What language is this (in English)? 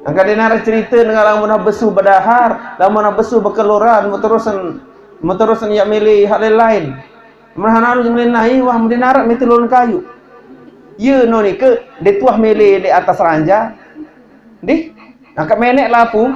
Sasak